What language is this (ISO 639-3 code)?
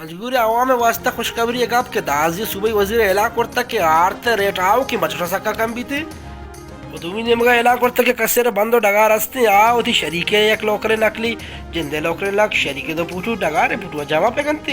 bal